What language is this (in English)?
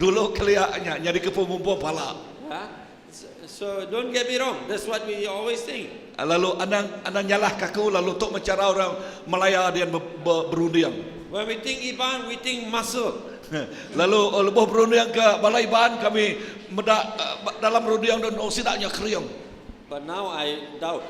Iban